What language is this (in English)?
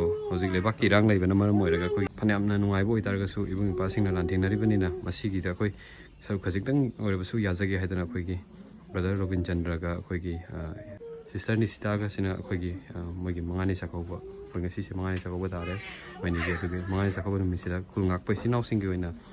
Manipuri